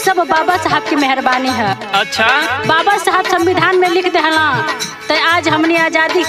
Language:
Bhojpuri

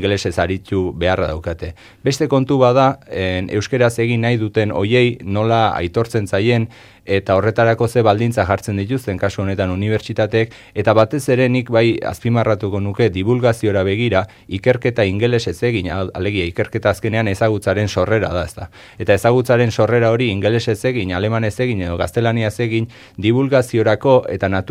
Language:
Basque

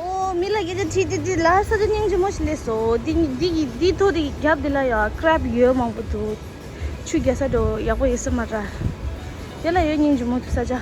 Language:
Tibetan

